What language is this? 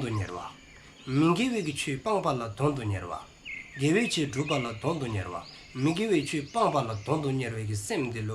Dzongkha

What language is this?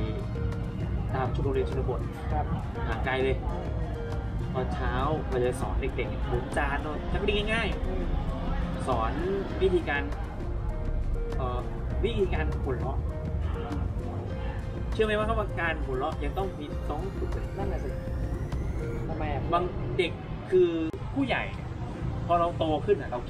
Thai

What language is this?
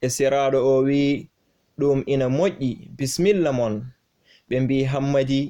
Fula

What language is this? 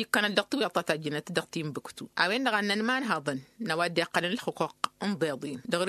Tamasheq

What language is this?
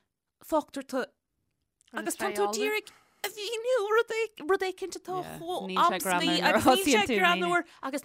Irish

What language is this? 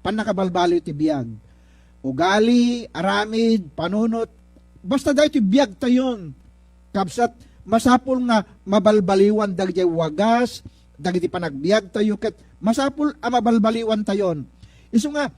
Iloko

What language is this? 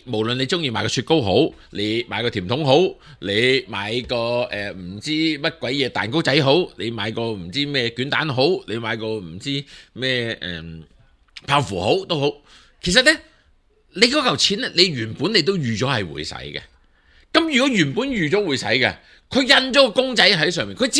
Cantonese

